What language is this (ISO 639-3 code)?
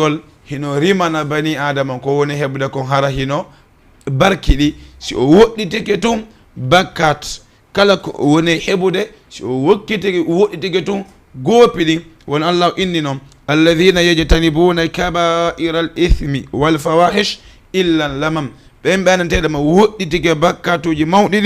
ful